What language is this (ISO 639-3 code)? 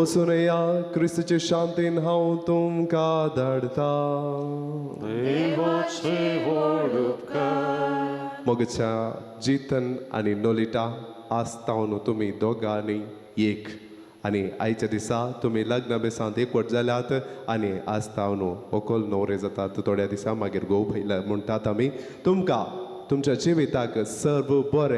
kok